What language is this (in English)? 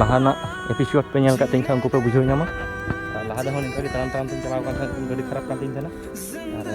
Santali